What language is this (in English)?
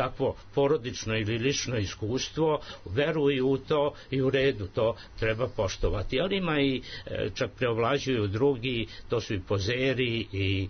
Serbian